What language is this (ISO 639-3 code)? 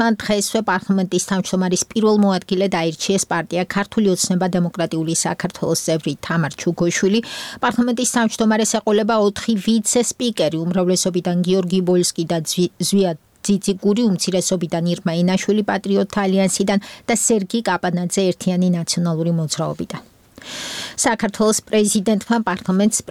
kat